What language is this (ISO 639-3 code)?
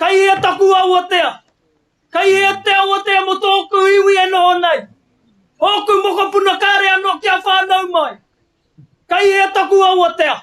mri